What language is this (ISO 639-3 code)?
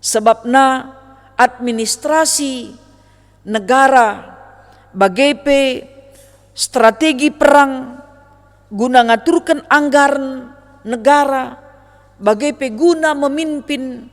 btx